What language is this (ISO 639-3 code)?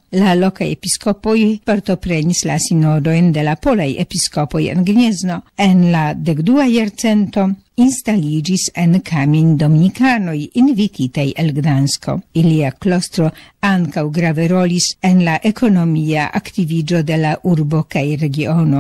epo